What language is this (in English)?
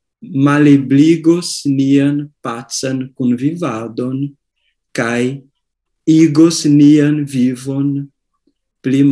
Esperanto